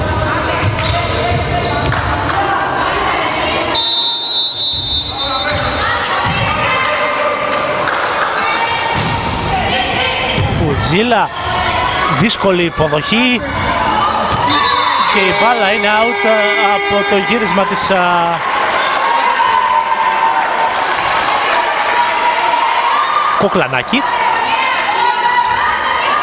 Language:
Greek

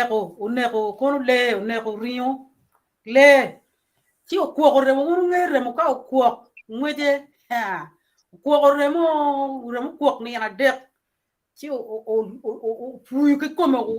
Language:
Acoli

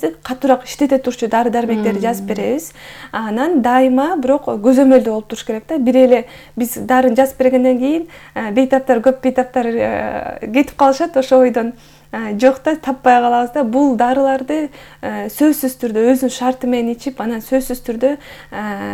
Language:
Kyrgyz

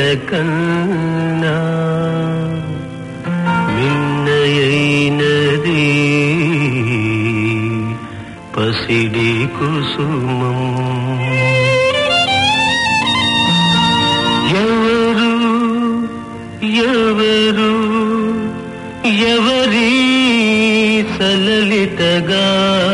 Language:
Telugu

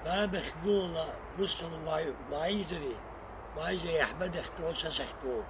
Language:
Abkhazian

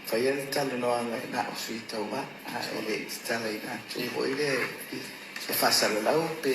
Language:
Samoan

